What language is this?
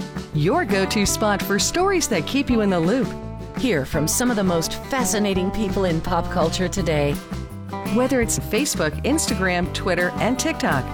English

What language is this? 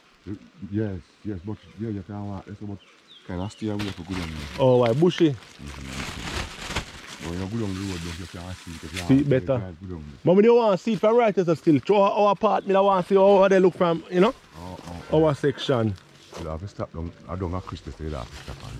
Jamaican Creole English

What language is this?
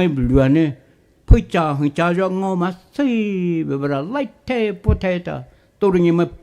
Poumei Naga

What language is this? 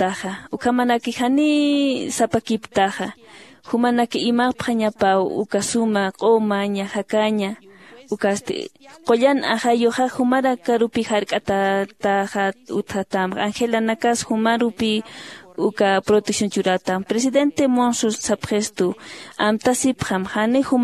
Aymara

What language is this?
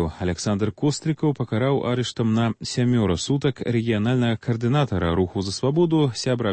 Belarusian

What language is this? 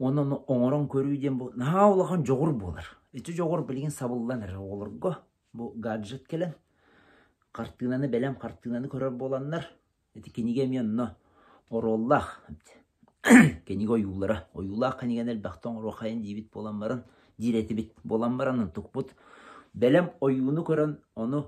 Yakut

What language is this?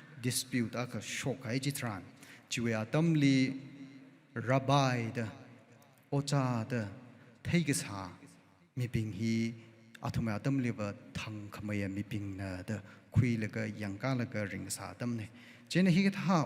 Tangkhul Naga (India)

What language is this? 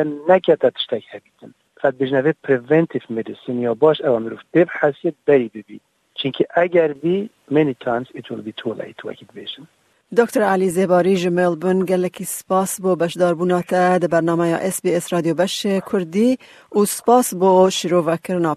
Kurdish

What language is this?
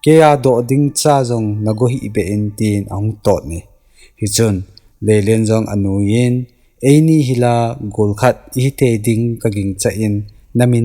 Thado Chin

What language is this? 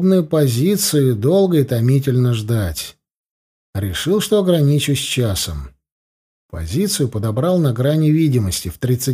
Russian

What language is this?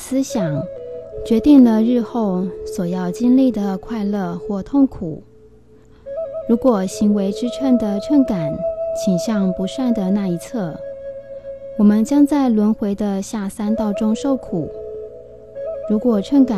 Chinese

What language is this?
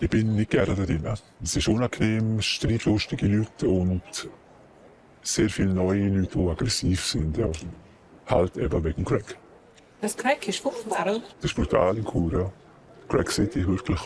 Romansh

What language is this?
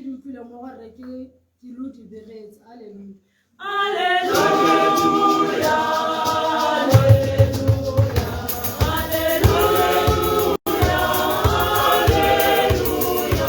Tswana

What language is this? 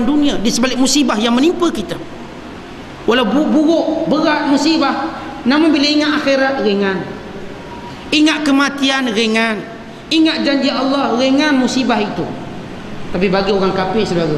Malay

